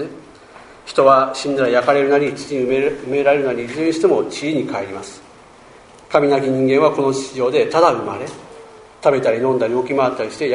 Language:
Japanese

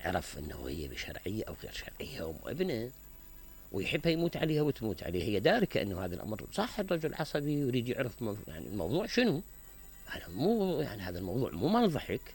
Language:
Mesopotamian Arabic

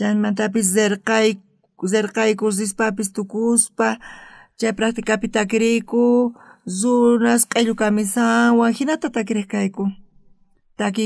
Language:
South Bolivian Quechua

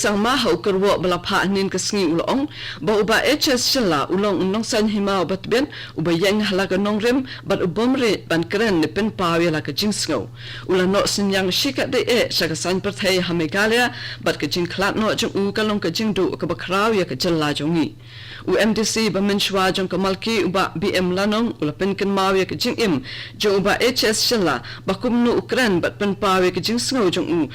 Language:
Khasi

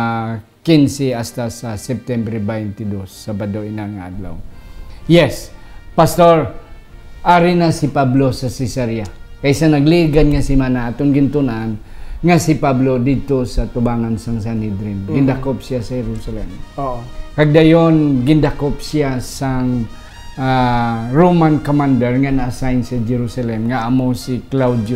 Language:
Hiligaynon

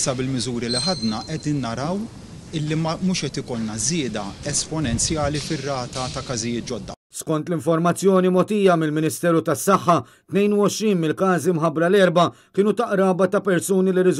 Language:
Maltese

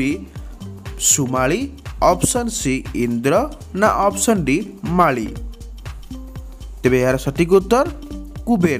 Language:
Odia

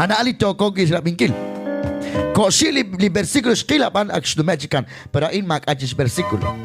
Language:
Kekchí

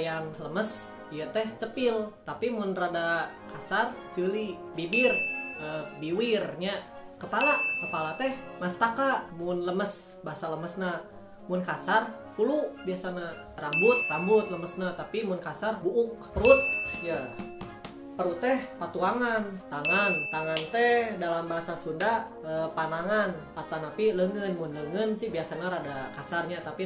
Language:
Sundanese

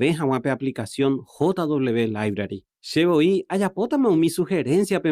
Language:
Guarani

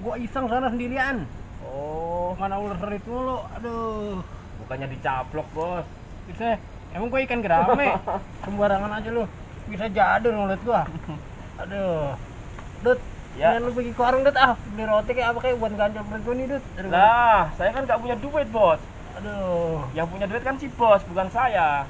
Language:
Betawi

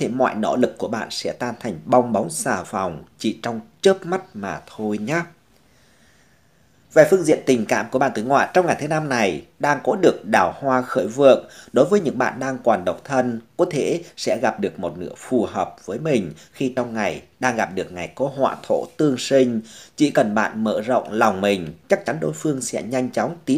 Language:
Vietnamese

